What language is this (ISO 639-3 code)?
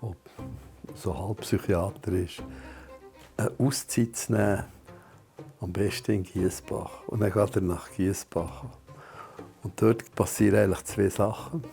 gsw